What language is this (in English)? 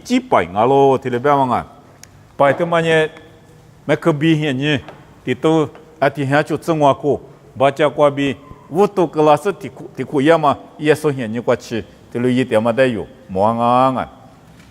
Lisu